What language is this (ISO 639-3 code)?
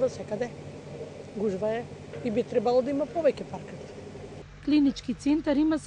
mkd